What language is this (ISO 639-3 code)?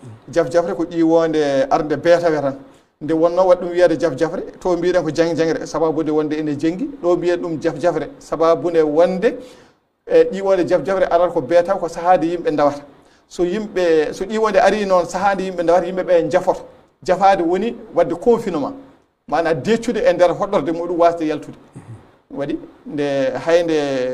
ful